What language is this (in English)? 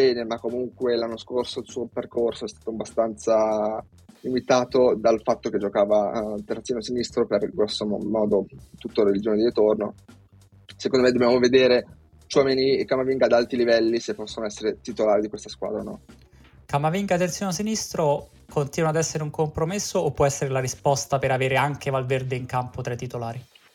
Italian